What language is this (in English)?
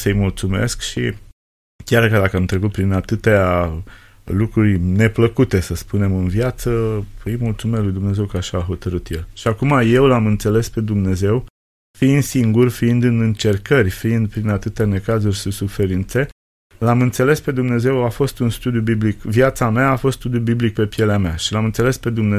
Romanian